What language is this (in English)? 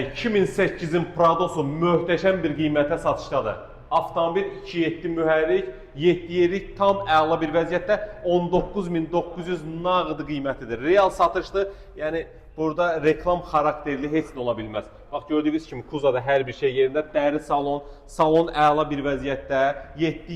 Azerbaijani